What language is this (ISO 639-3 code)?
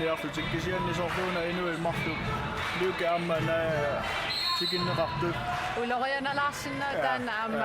kal